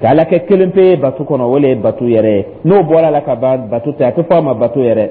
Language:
Dyula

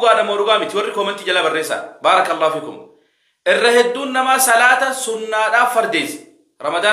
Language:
Oromo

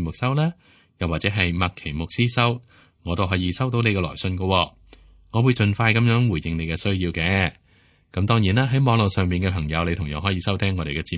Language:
Cantonese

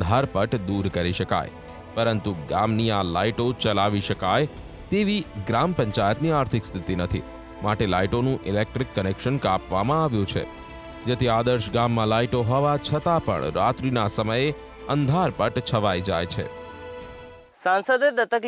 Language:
Gujarati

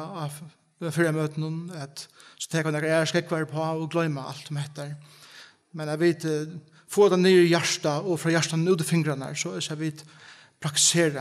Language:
Faroese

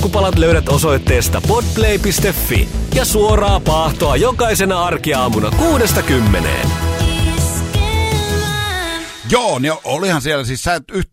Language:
Finnish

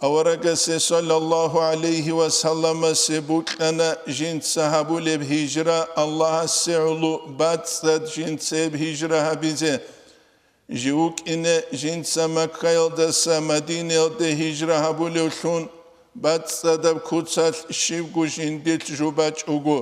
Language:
Avaric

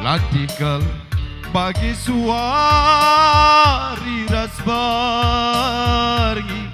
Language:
Batak Karo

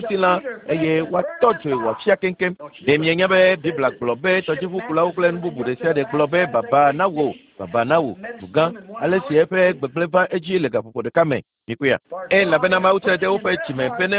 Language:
Ewe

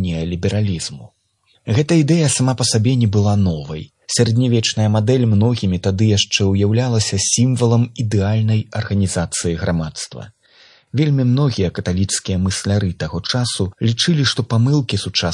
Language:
Belarusian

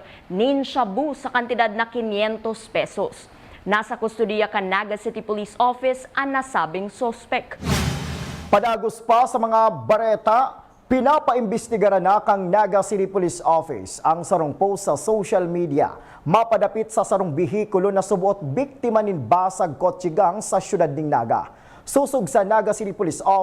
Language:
Bikol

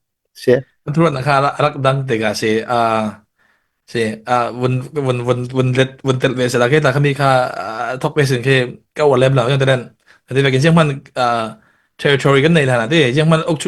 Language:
Falam Chin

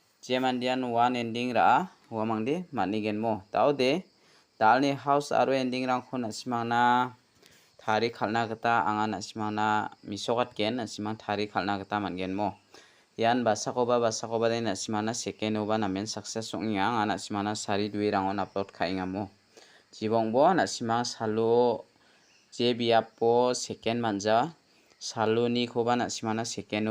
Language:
Garo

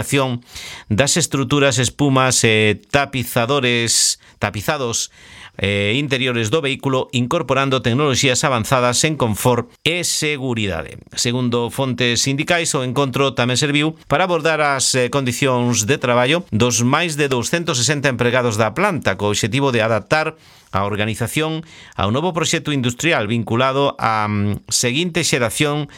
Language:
Galician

